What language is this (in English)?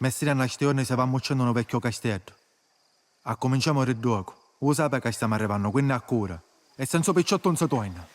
Sicilian